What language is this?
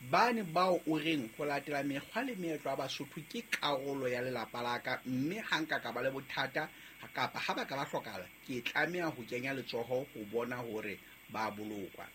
Southern Sotho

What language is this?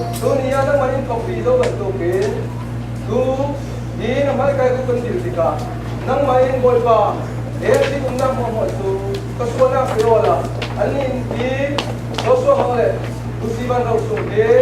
Falam Chin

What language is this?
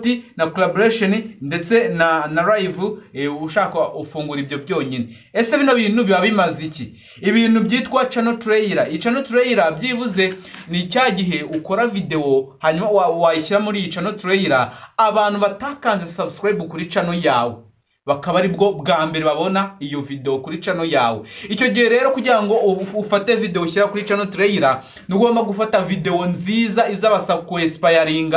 Kinyarwanda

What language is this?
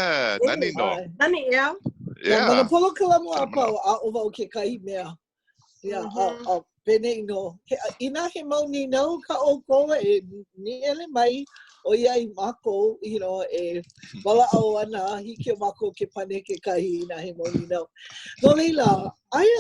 Hawaiian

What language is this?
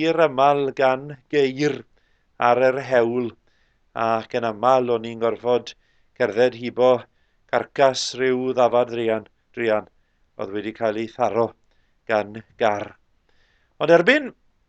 Welsh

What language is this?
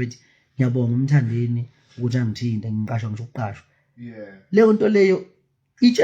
Zulu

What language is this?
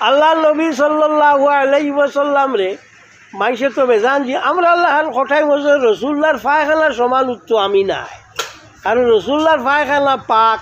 Sylheti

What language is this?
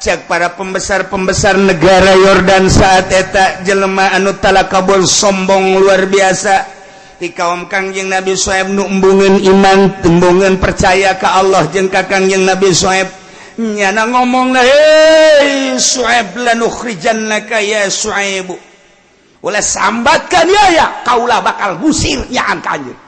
Sundanese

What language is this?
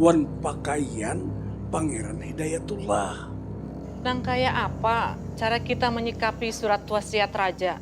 Banjar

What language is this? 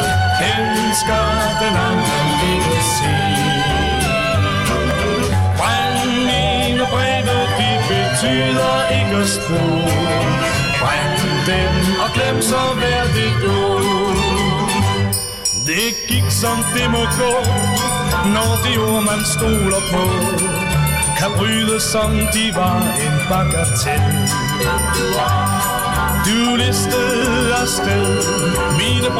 Danish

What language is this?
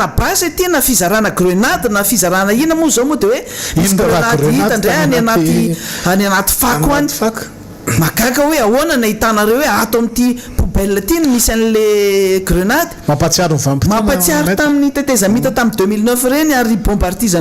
Malagasy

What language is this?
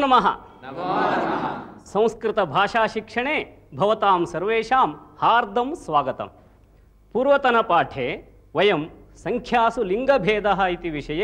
Sanskrit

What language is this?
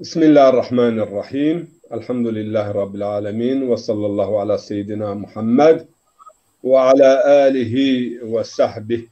Zaza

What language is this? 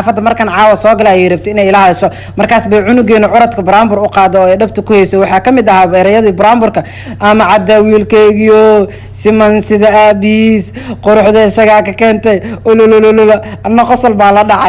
Somali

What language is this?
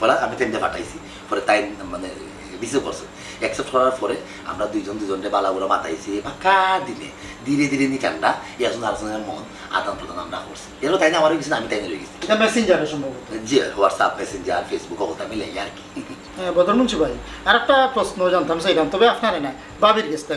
Sylheti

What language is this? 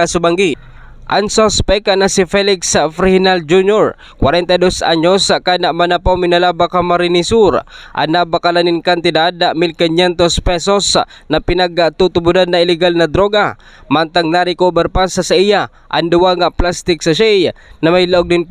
Bikol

